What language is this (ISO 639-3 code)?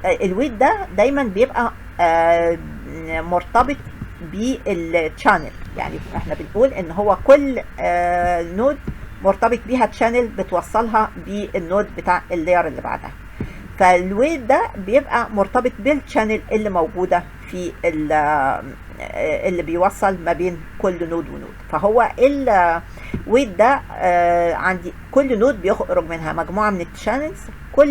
arz